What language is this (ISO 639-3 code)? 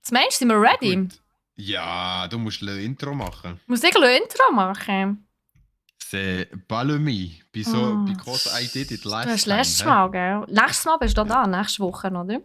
gsw